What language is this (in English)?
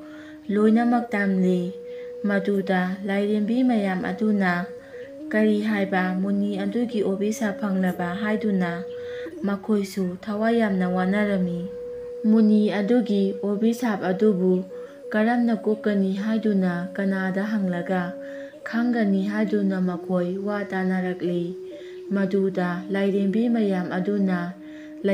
Manipuri